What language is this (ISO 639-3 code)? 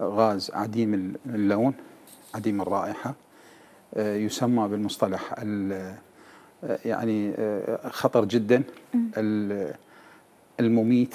acm